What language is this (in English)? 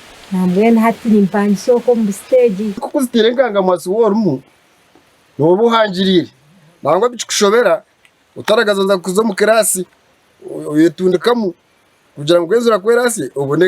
Nyankole